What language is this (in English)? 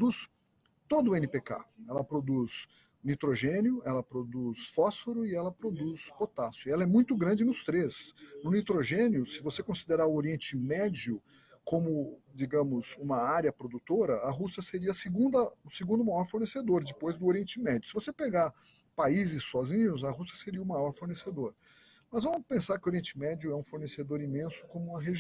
Portuguese